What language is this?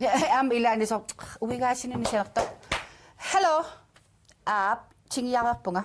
Kalaallisut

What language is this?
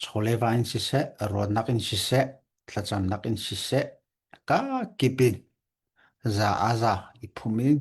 Hakha Chin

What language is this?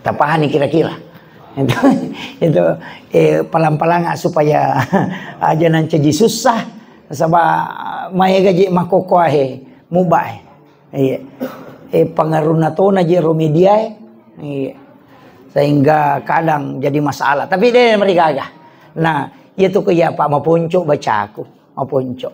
Buginese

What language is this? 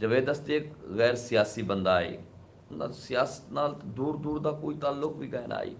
Saraiki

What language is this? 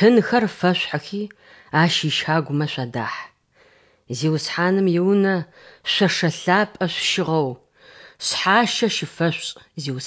Adyghe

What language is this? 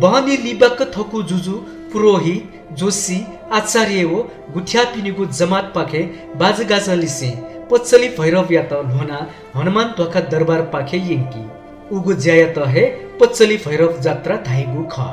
Newari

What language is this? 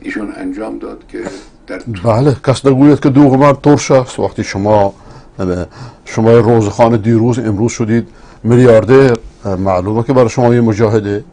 Persian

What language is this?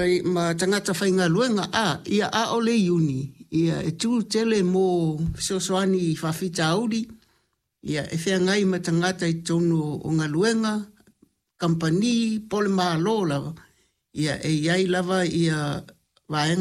Samoan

